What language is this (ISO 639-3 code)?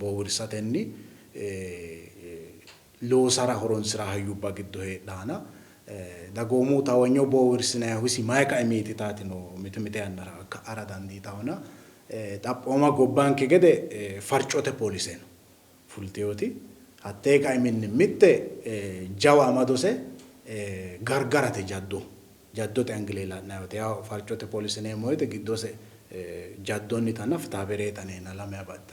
sid